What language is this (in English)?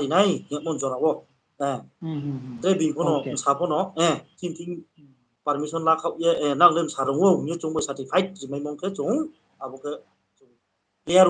Riang (India)